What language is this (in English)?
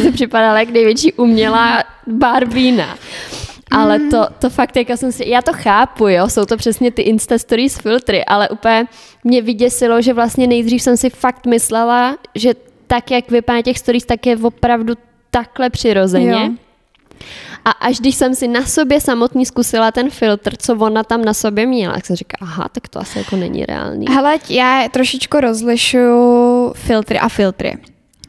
Czech